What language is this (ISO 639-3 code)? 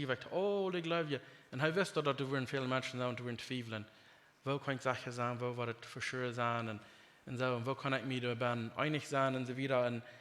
pdt